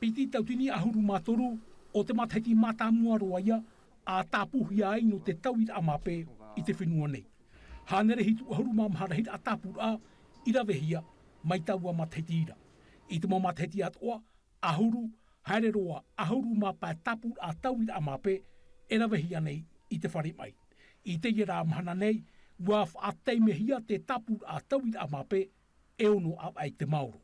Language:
Tahitian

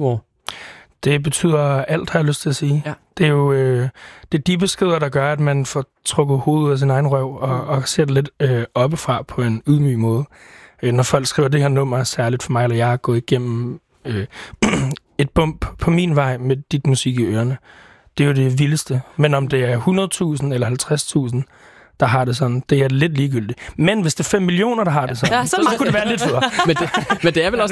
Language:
Danish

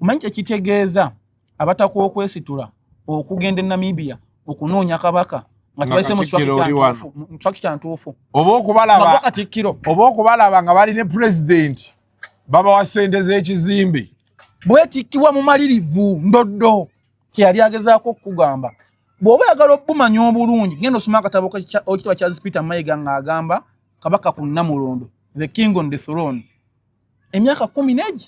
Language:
Ganda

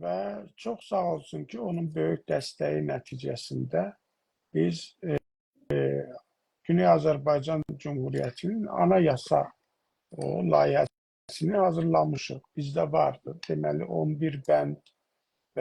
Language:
South Azerbaijani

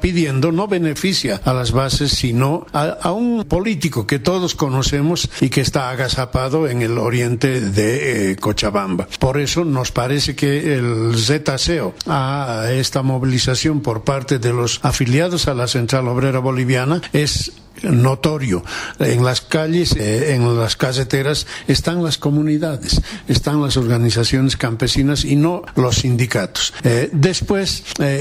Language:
Spanish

